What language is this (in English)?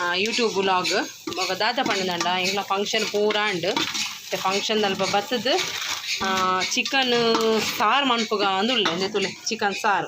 Tulu